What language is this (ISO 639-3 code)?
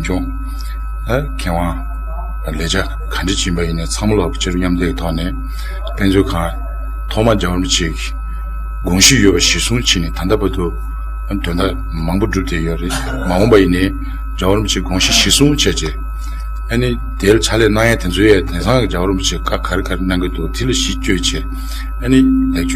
bod